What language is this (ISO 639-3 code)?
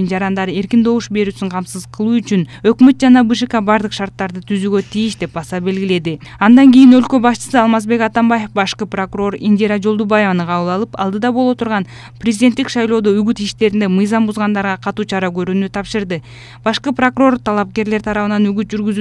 kir